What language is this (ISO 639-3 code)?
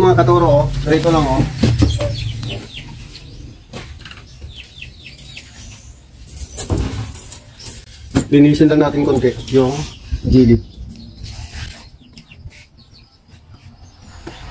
fil